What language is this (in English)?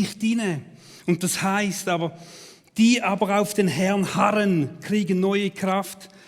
Swiss German